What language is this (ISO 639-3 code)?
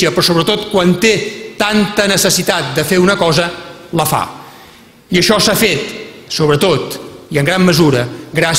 cat